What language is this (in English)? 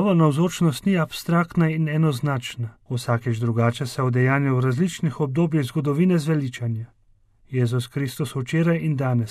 Slovenian